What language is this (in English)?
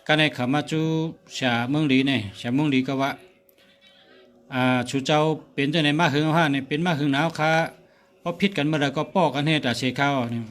Shan